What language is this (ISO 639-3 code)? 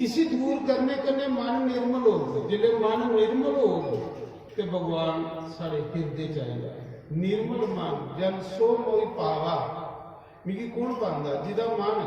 doi